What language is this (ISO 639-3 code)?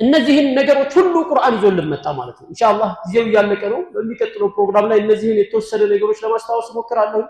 amh